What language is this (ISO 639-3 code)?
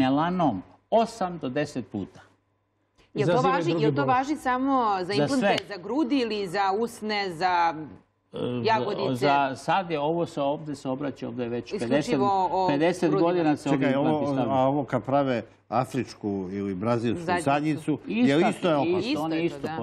srp